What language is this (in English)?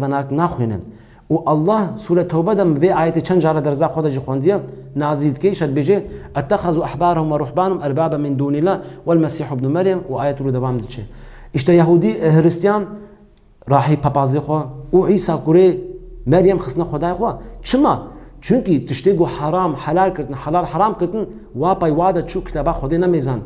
Kurdish